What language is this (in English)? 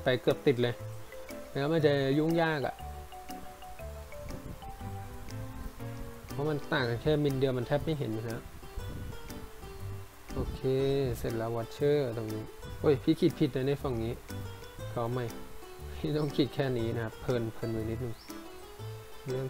Thai